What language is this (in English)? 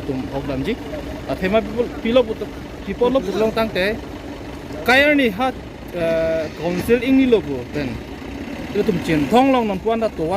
Karbi